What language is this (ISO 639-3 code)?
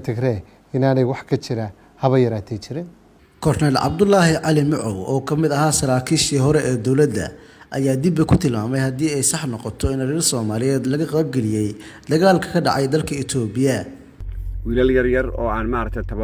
som